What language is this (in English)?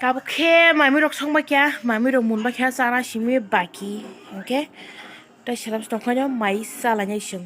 Kok Borok